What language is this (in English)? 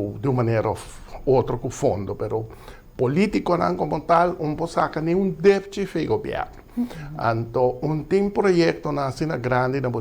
Papiamento